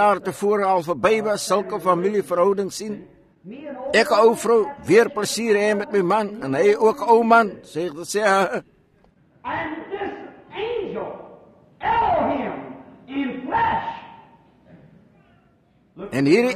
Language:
Afrikaans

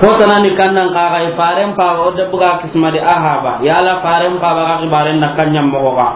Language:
Soninke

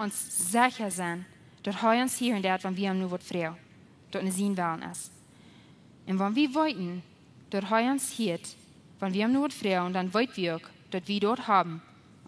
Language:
Plautdietsch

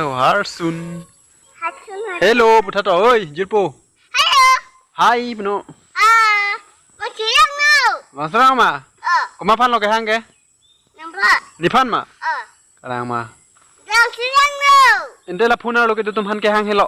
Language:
Karbi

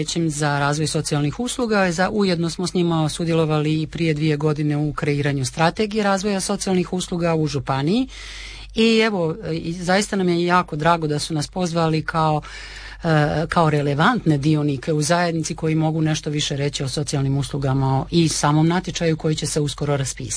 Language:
Croatian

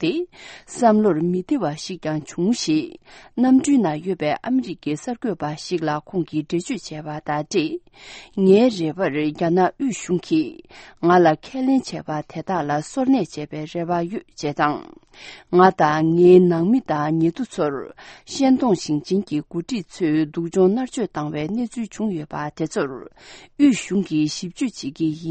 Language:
Tibetan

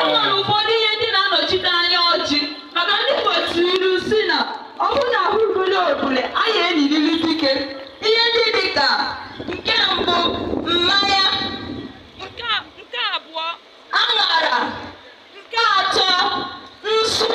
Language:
Igbo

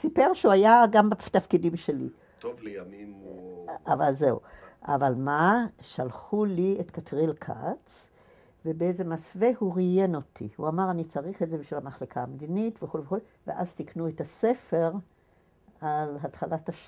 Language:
Hebrew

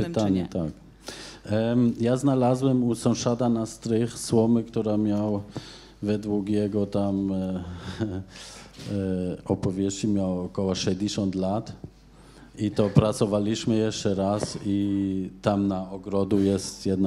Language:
Polish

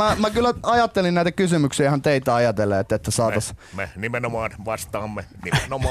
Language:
Finnish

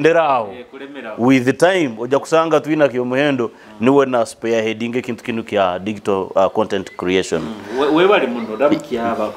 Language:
Nyoro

